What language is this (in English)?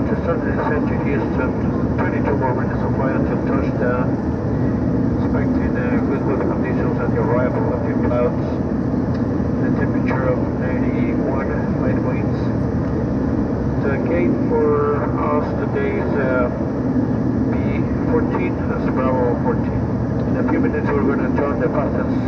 English